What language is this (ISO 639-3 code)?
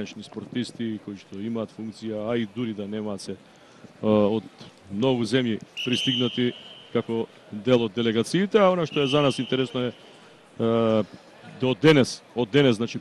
mkd